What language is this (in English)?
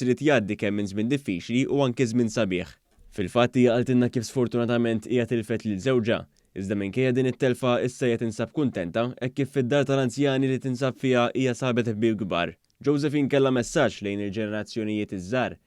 Maltese